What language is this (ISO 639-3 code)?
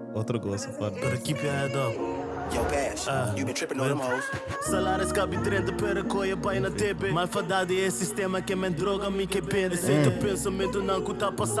pap